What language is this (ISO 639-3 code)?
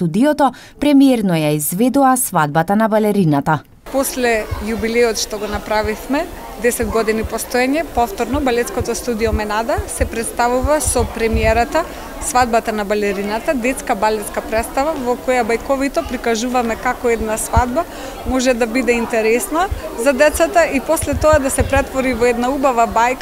mkd